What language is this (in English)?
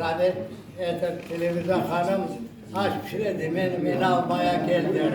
Crimean Tatar